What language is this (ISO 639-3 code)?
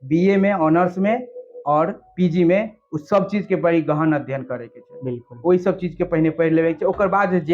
mai